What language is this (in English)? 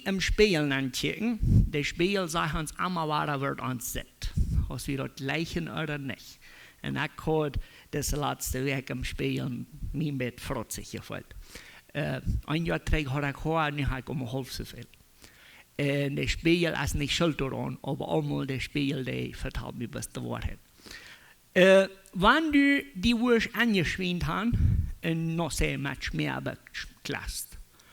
Plautdietsch